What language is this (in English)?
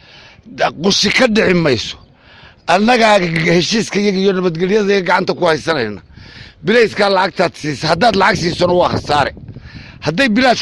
Somali